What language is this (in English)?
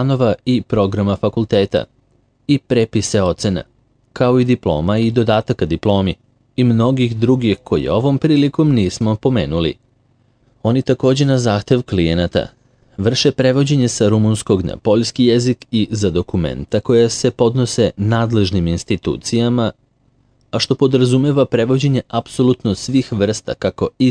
Serbian